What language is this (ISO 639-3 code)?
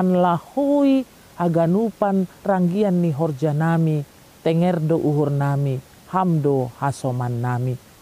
bts